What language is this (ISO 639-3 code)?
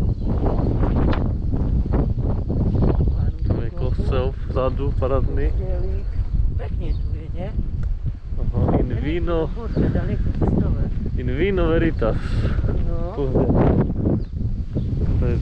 slk